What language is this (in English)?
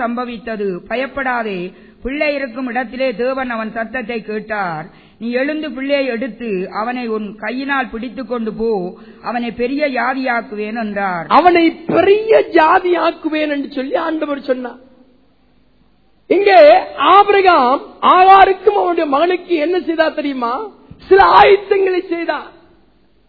Tamil